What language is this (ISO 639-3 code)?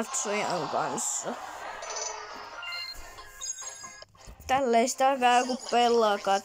fin